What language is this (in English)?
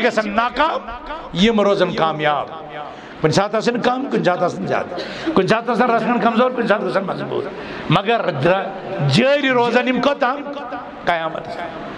Kashmiri